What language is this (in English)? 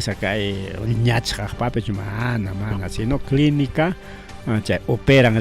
Ayacucho Quechua